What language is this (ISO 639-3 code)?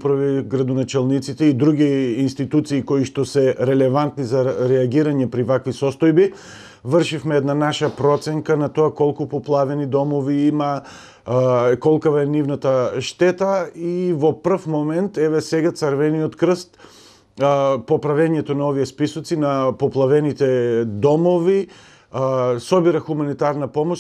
mkd